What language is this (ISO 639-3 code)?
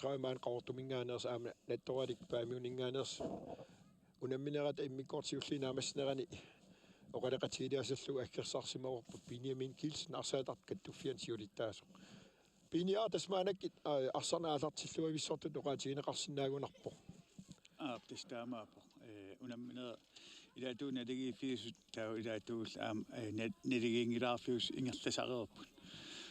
kal